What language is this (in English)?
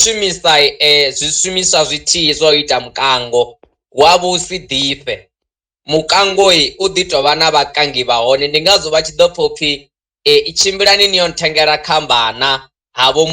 Venda